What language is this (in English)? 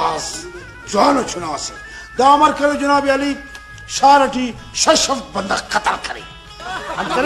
Brahui